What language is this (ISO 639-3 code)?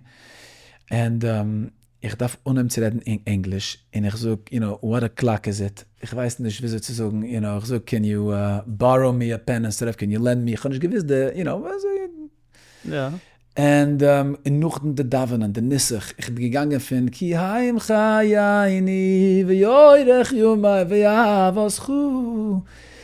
yid